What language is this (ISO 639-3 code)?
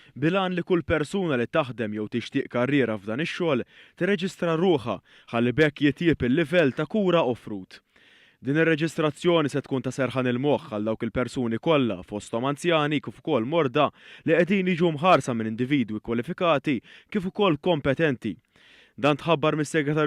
mlt